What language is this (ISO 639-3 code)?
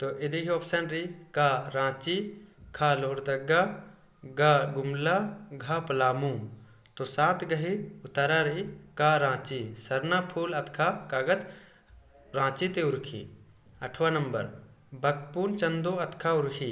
kru